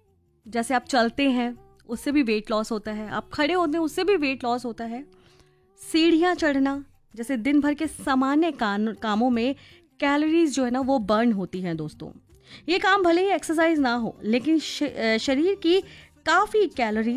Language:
Hindi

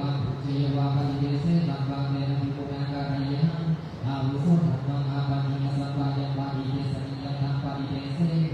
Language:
Pali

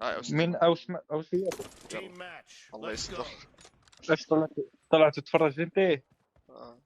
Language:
North Levantine Arabic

